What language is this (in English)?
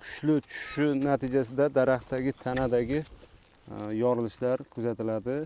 Uzbek